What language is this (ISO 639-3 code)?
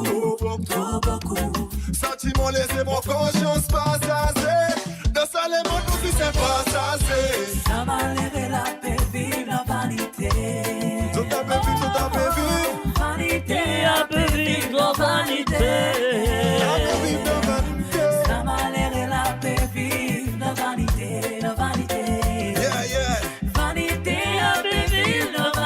mfe